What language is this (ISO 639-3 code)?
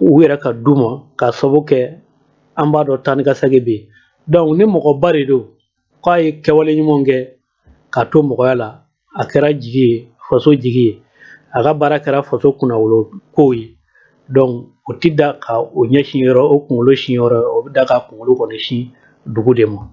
bam